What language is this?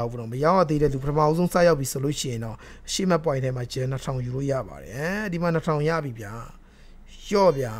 Burmese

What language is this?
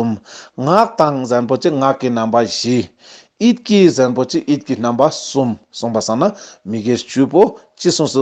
Ladakhi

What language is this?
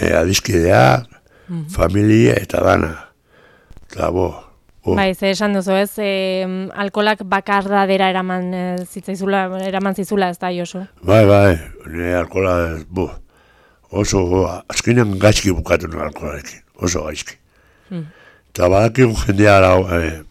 Basque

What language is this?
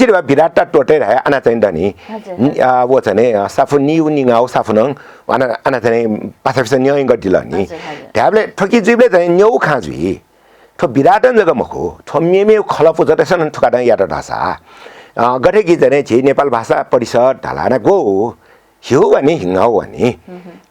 Newari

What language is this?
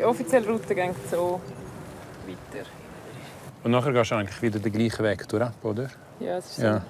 Romansh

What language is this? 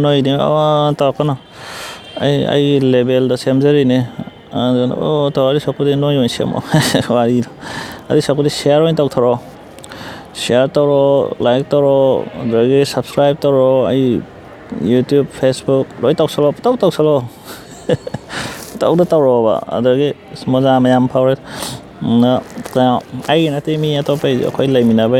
Manipuri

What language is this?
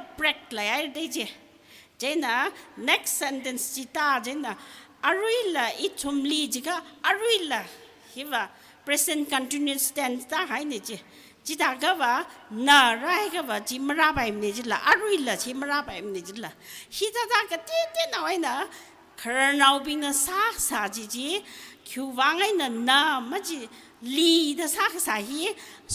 Tangkhul Naga (India)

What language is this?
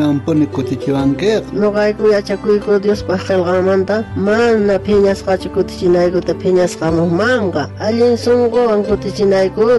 South Bolivian Quechua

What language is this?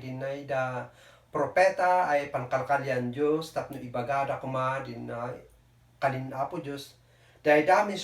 Kankanaey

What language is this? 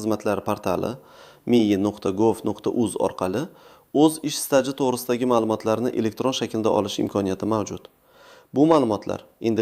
Uzbek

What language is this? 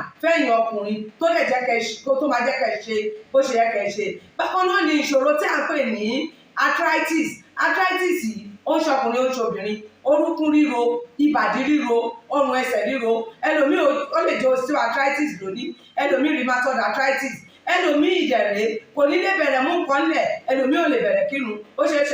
Yoruba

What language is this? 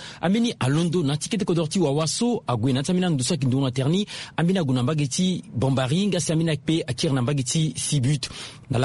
Sango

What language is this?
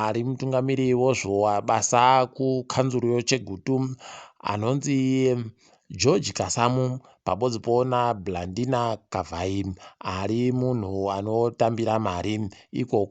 Ndau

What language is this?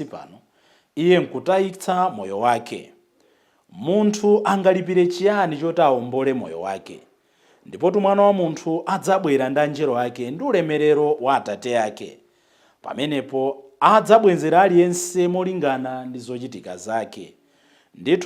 Nyanja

